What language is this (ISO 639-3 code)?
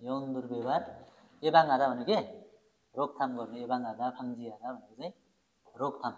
nep